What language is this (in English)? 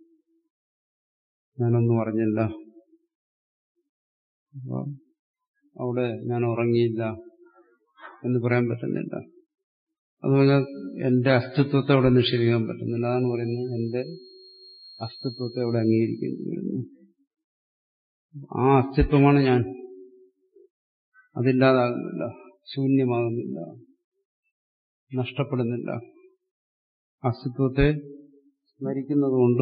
Malayalam